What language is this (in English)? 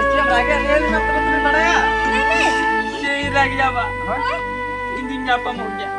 Santali